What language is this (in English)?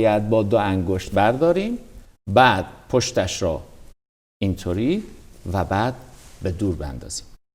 Persian